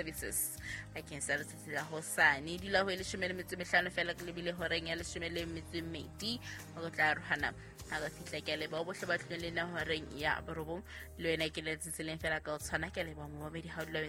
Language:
Southern Sotho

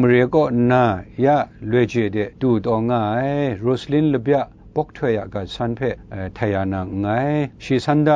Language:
Kachin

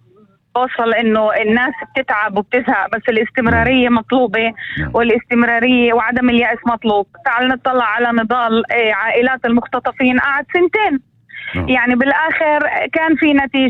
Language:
North Levantine Arabic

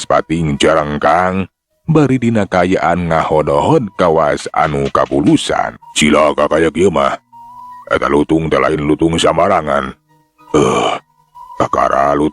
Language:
Sundanese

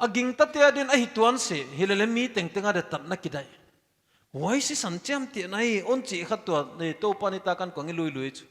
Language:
Paite Chin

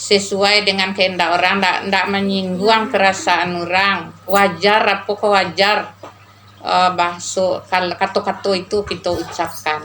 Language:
Minangkabau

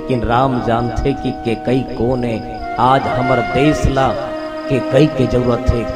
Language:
Chhattisgarhi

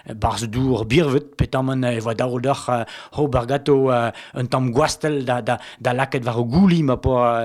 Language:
Breton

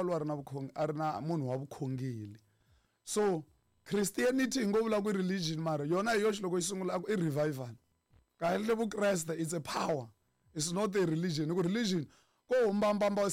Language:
Tsonga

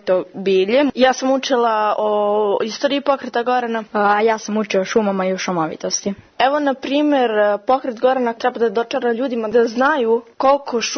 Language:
Serbian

